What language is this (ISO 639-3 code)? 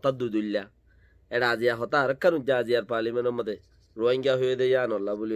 rhg